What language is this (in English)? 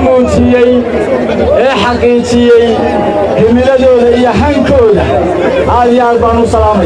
Somali